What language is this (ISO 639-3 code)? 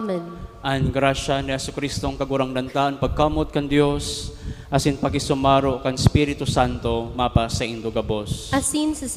bik